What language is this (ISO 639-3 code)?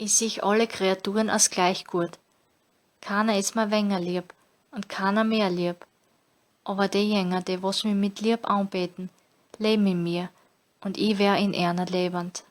bar